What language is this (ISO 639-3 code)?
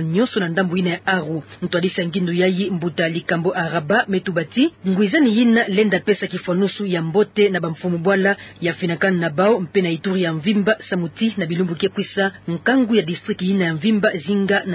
ktu